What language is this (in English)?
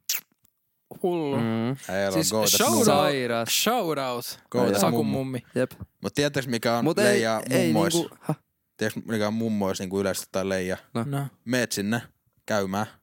Finnish